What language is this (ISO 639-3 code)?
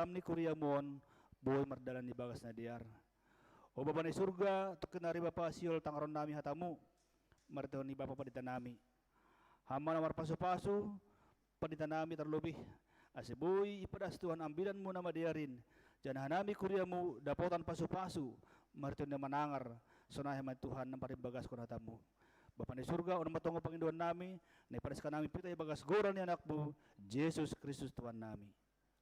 bts